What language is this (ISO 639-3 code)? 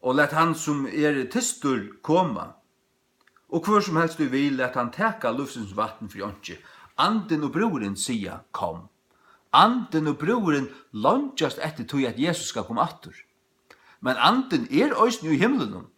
fao